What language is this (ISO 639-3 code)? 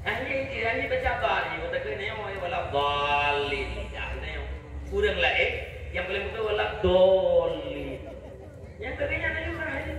ace